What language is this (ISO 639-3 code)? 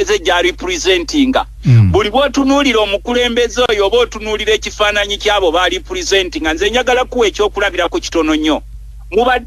lug